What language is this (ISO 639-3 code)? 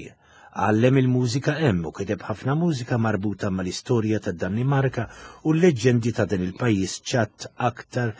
mlt